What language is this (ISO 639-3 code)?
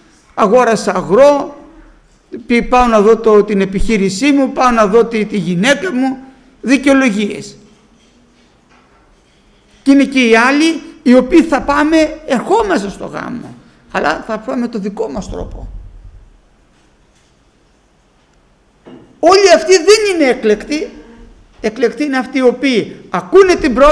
ell